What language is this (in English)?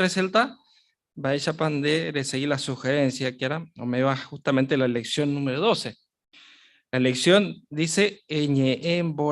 Guarani